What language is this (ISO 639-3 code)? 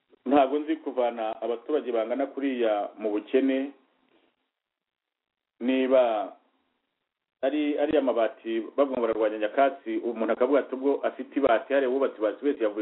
kin